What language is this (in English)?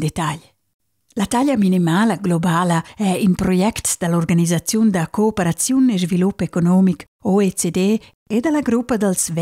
Romansh